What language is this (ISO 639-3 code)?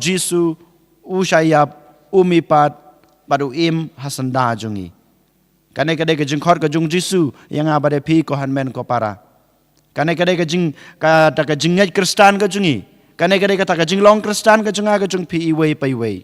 kha